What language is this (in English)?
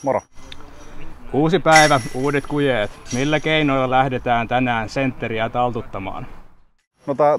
Finnish